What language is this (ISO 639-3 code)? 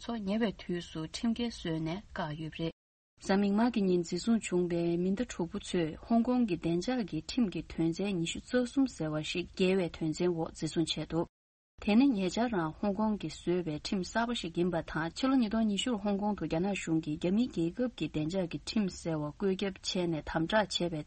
bod